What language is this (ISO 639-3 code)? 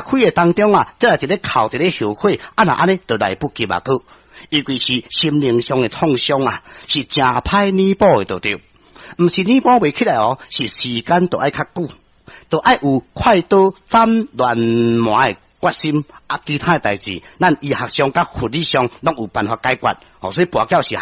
nan